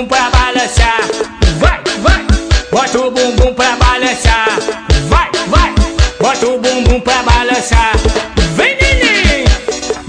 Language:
Portuguese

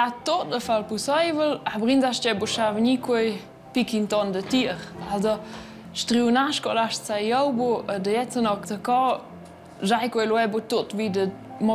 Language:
Romansh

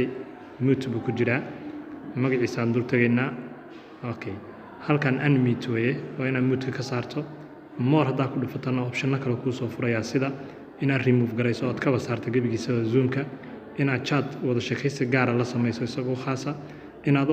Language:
Somali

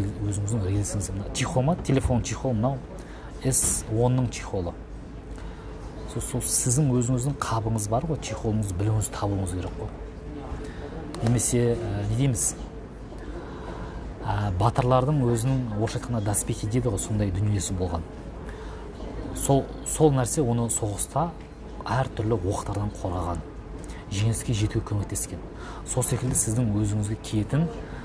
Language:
Kazakh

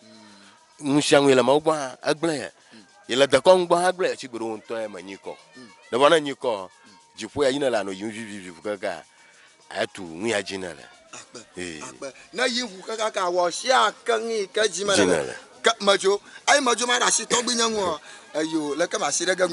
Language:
Ewe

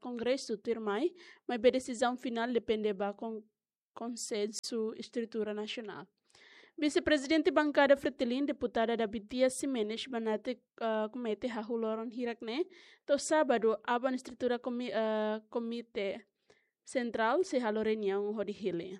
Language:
Tetum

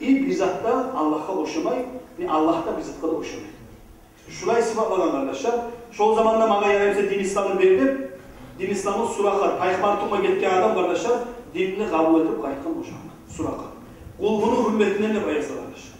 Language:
Kumyk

